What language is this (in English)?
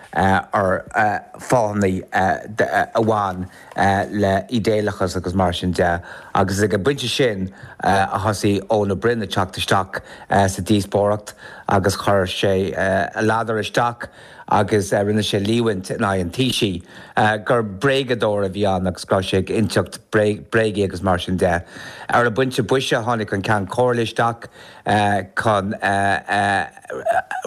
Irish